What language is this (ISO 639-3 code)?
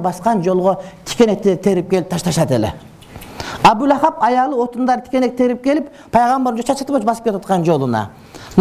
kir